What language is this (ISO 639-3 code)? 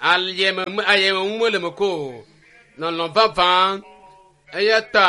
ewe